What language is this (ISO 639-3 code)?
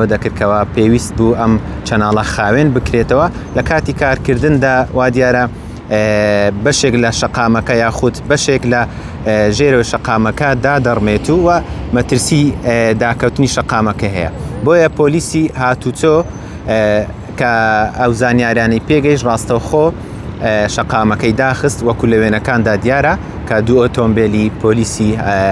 ckb